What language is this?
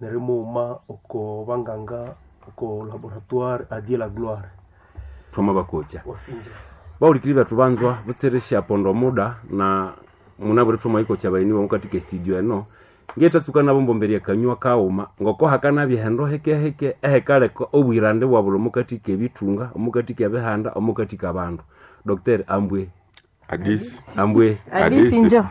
Nande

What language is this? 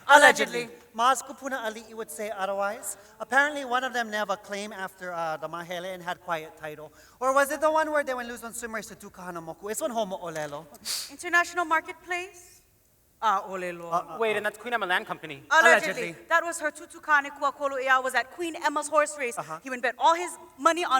Hawaiian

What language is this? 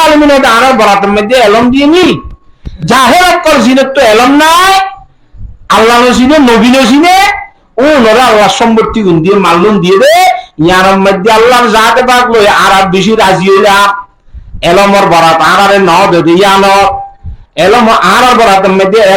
Rohingya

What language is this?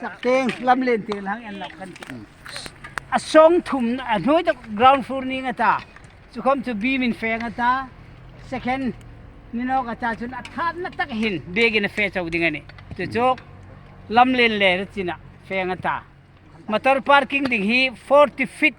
Hmar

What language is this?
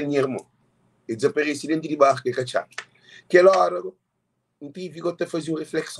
Kabuverdianu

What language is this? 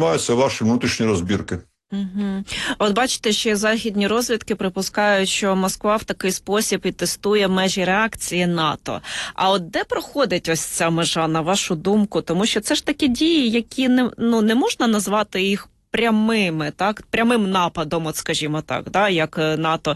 Ukrainian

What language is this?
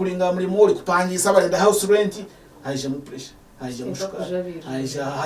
Nyankole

